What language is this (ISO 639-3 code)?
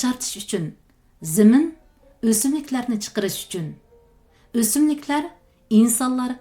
uig